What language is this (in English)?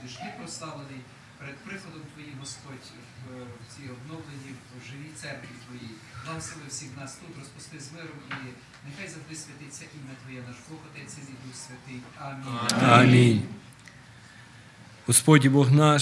Ukrainian